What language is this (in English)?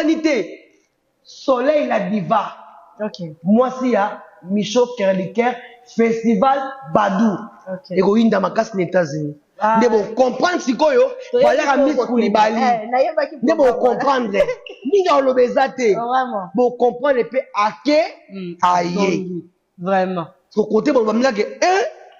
Lingala